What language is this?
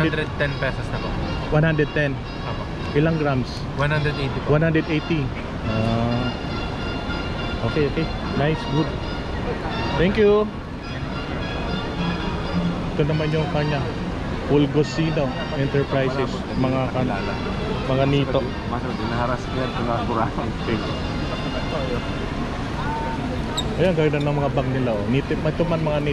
Filipino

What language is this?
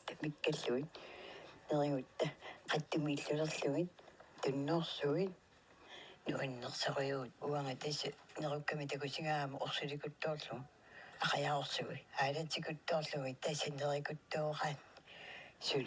Kalaallisut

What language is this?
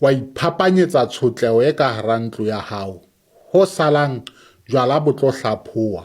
Southern Sotho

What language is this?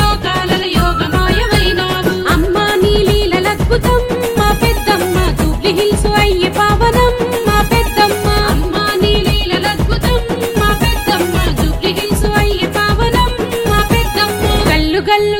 Telugu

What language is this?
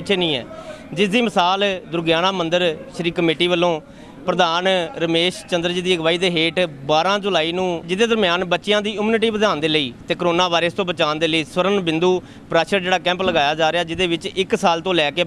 Punjabi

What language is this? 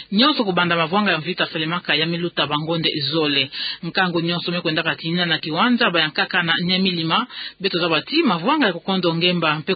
Kituba (Democratic Republic of Congo)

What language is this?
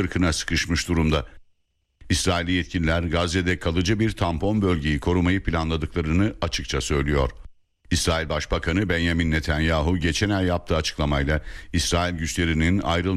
Turkish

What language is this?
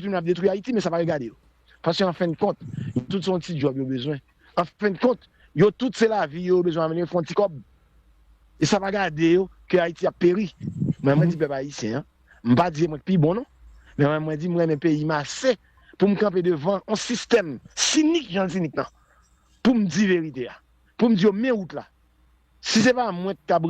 Haitian Creole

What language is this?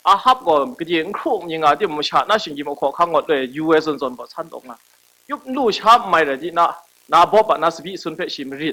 Kachin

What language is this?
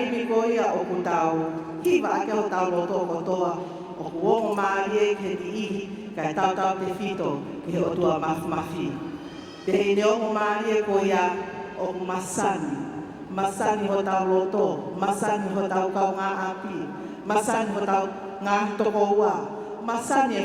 Tongan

